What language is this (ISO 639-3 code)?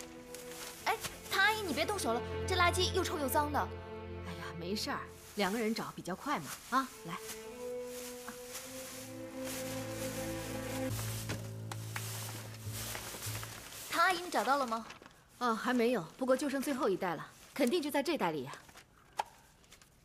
zho